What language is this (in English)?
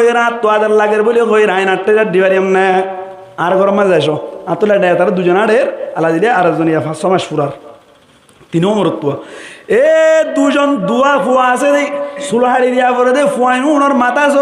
Rohingya